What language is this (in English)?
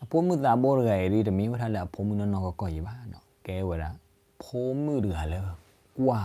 S'gaw Karen